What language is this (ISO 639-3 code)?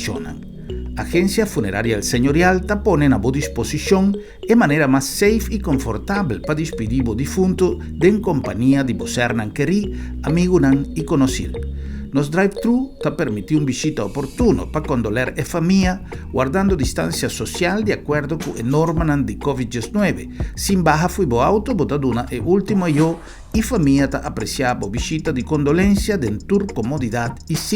pap